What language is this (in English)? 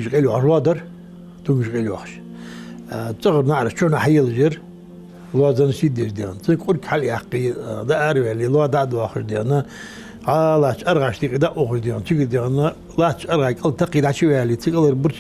Ingush